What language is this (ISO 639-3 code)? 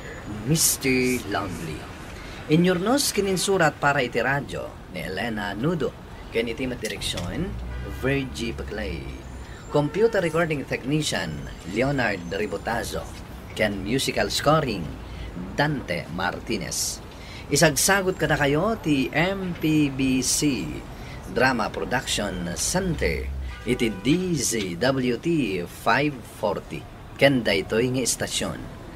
ilo